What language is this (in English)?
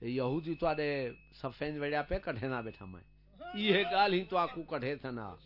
Saraiki